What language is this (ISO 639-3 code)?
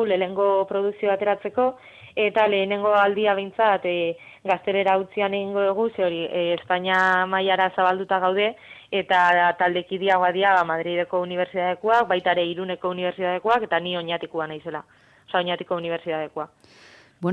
eus